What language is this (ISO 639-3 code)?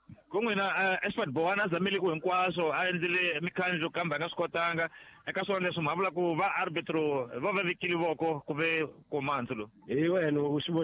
tso